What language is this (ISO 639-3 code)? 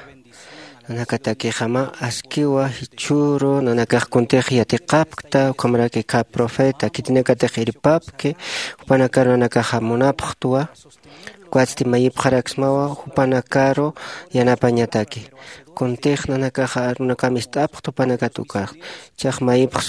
aym